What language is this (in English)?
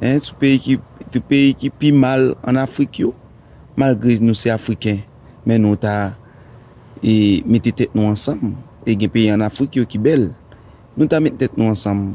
Haitian Creole